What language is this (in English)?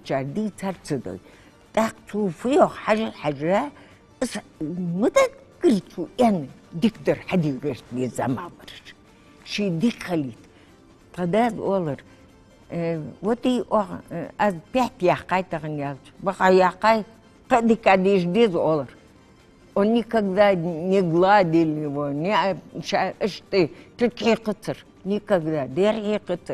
Ingush